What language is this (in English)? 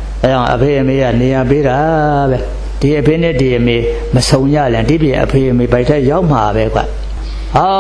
Burmese